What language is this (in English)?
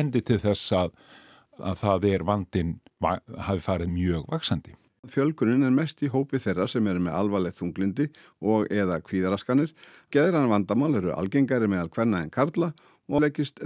Icelandic